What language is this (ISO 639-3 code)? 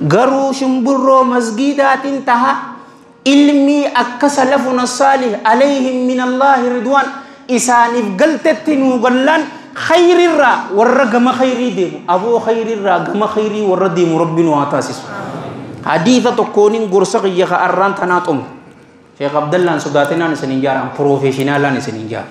orm